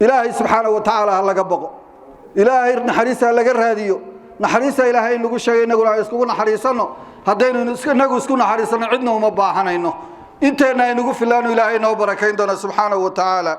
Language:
Somali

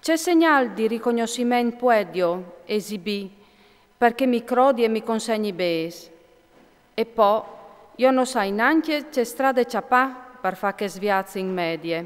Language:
Friulian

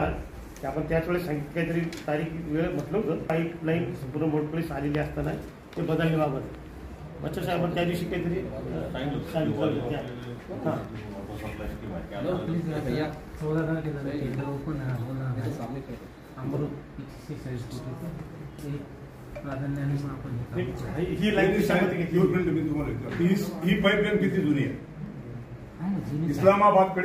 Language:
Marathi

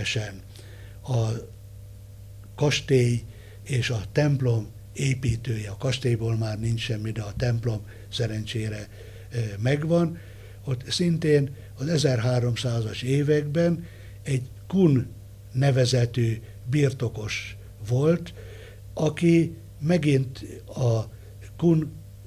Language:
Hungarian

